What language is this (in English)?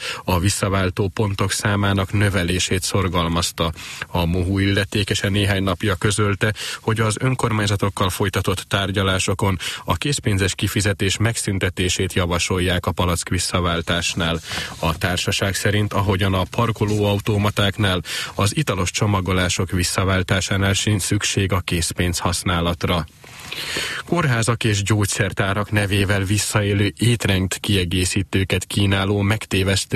Hungarian